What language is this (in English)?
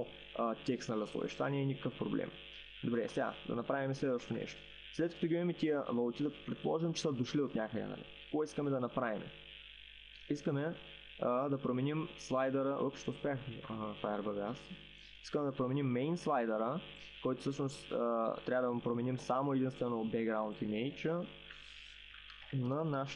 Bulgarian